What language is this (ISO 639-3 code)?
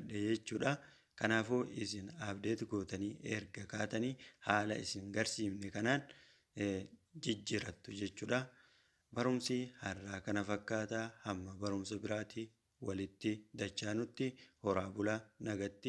orm